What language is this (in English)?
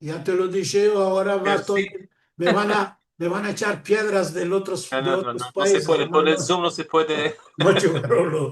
Ladino